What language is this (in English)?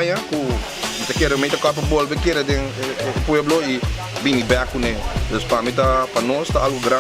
Papiamento